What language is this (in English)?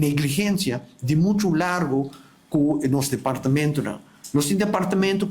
Papiamento